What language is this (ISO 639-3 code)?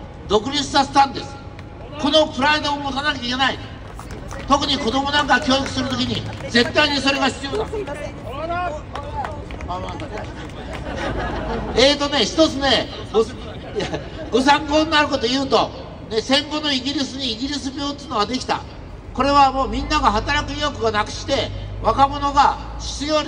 jpn